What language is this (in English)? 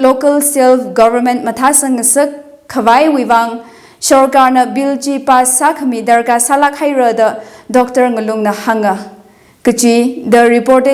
Tangkhul Naga (India)